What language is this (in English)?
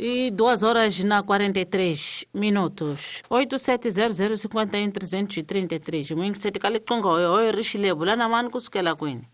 Tsonga